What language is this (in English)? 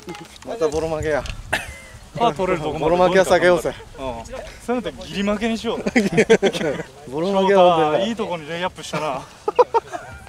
Japanese